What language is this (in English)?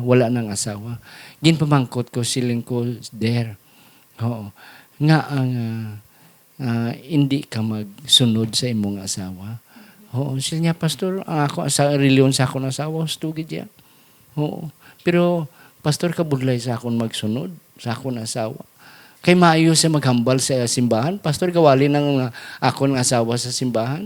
Hiligaynon